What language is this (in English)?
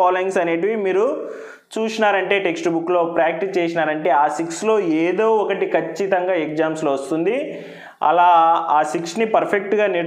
Telugu